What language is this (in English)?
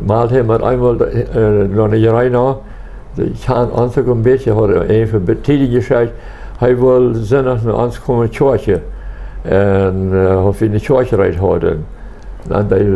Plautdietsch